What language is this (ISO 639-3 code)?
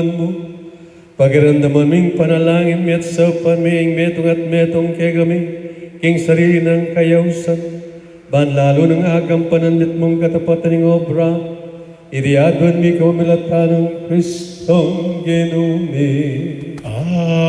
pam